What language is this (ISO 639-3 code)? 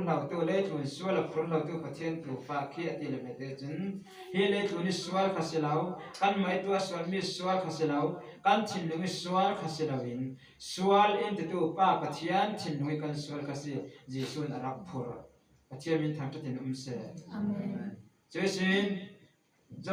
cfm